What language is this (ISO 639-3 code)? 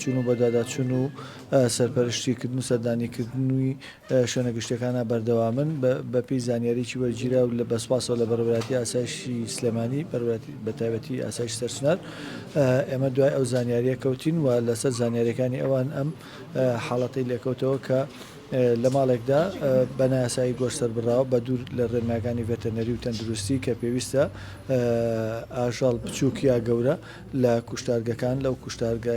ckb